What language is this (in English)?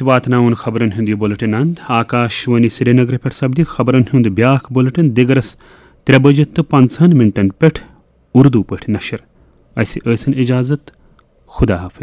Kashmiri